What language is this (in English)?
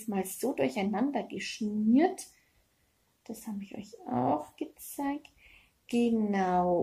German